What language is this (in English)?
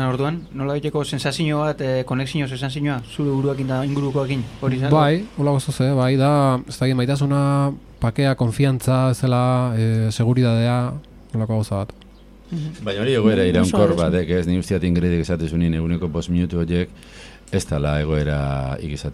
Basque